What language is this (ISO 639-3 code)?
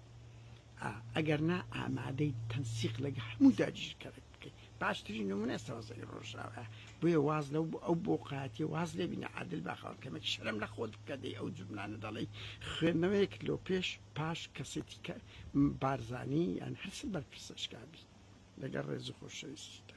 ckb